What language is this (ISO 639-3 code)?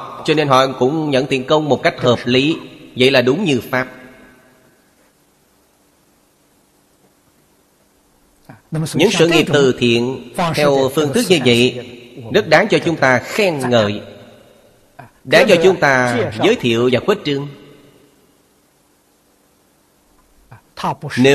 vie